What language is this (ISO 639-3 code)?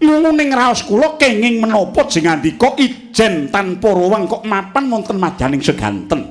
jav